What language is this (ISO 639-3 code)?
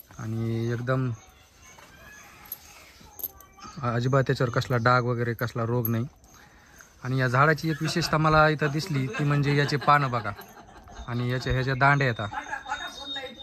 mar